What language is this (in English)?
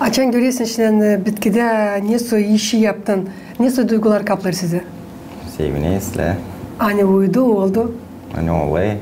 Gagauz